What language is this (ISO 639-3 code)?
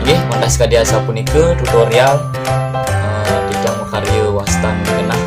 ban